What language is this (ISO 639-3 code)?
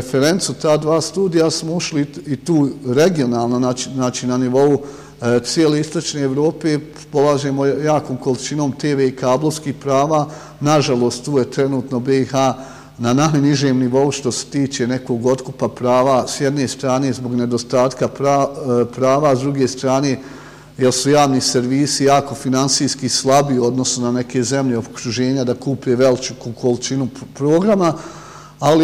bos